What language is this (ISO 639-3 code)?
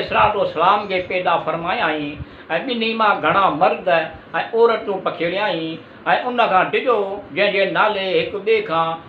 snd